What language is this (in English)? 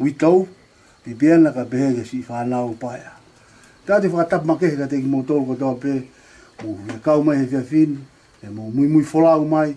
Tongan